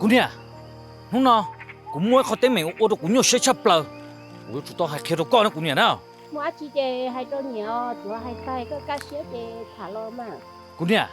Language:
Hmong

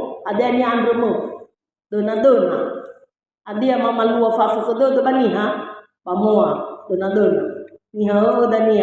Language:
Nias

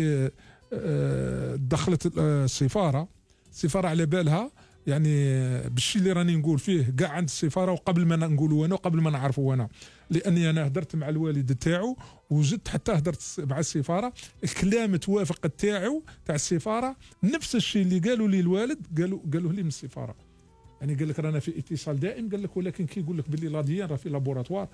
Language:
Algerian Arabic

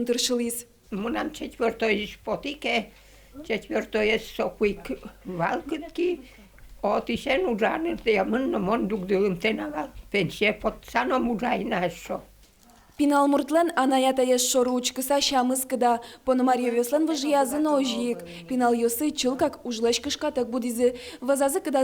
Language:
Udmurt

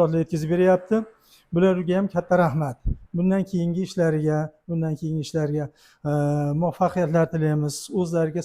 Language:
Uzbek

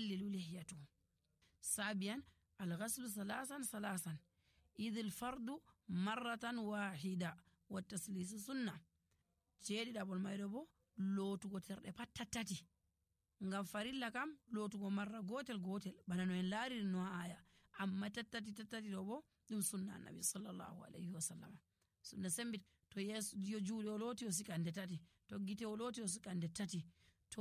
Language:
Nigerian Fulfulde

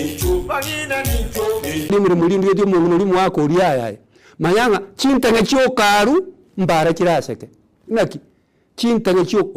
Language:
Gusii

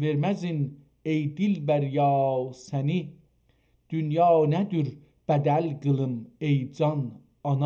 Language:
South Azerbaijani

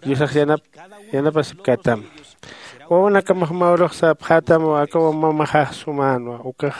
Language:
Aymara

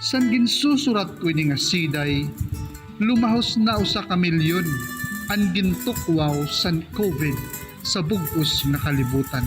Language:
Waray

